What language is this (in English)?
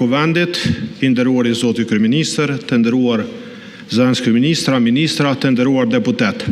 Albanian